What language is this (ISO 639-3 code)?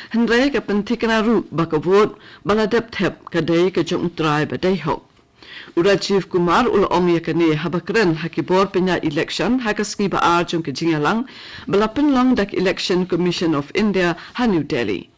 kha